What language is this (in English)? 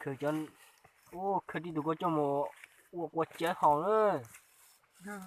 Hmong